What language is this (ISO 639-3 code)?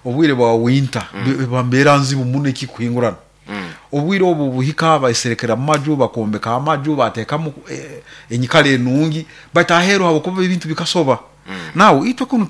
nyo